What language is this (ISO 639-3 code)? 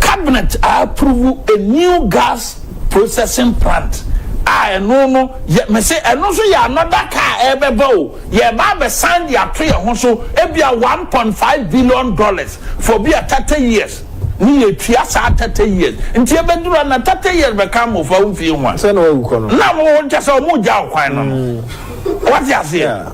aka